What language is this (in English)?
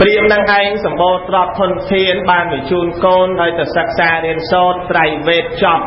Khmer